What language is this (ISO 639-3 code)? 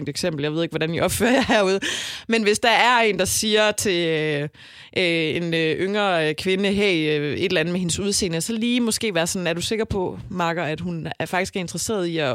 dan